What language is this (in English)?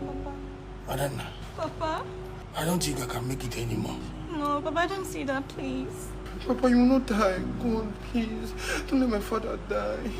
Nigerian Pidgin